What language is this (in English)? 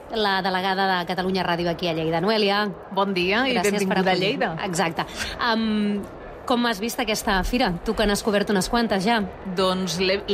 Catalan